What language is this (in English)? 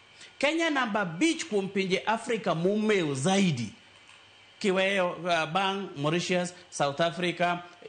Luo (Kenya and Tanzania)